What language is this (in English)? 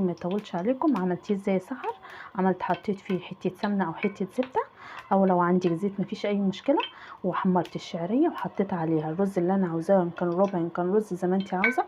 Egyptian Arabic